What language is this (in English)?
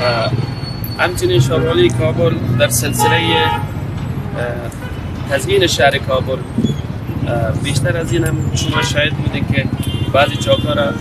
Persian